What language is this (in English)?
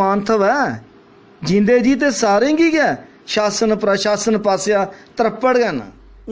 Dogri